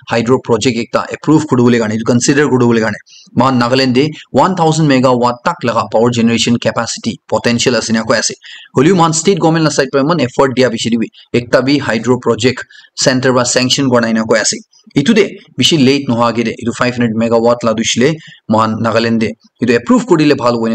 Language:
Naga Pidgin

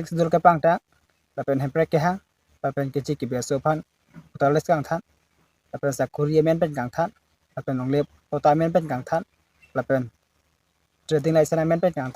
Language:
Karbi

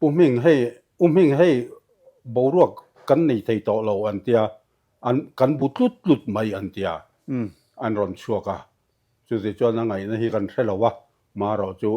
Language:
Mizo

